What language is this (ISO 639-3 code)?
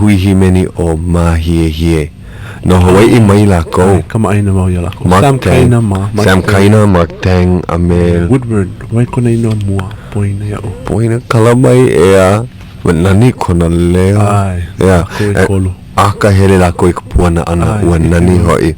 haw